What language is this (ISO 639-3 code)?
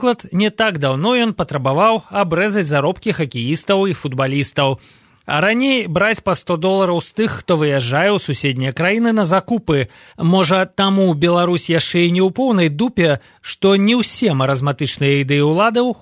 bel